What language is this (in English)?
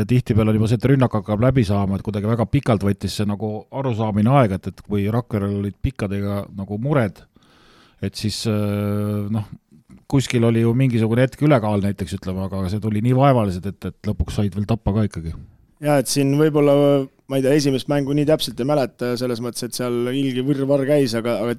Estonian